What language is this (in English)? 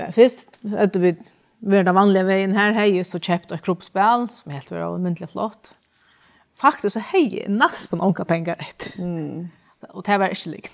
Faroese